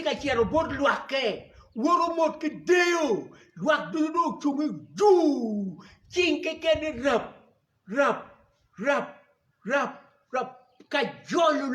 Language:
Acoli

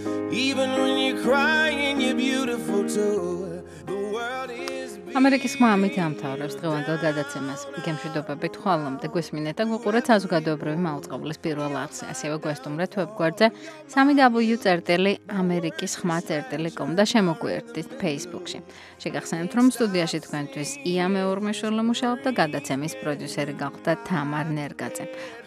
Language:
Georgian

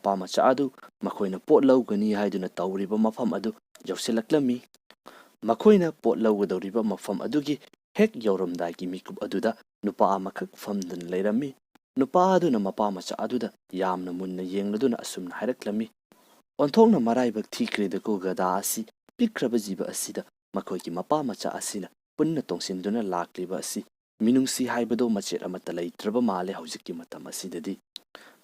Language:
Manipuri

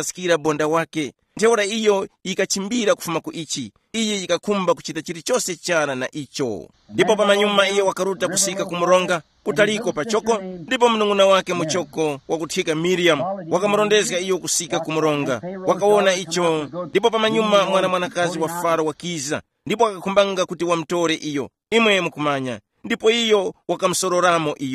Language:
Tumbuka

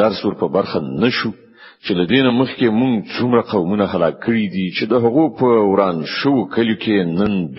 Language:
Pashto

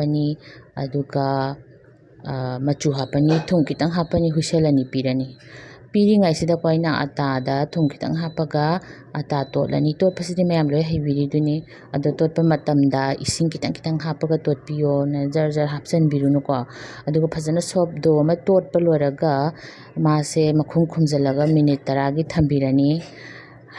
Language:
Manipuri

